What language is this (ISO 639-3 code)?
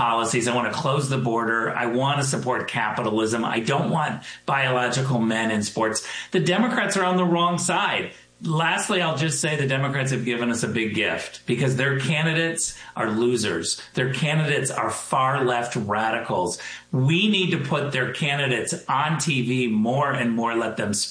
eng